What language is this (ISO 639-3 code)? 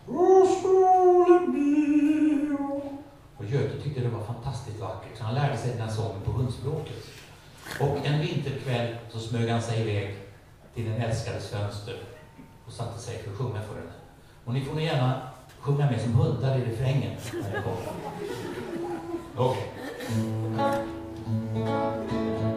swe